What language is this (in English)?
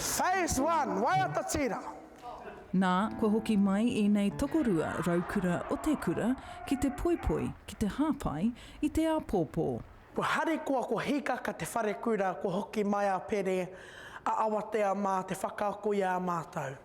Māori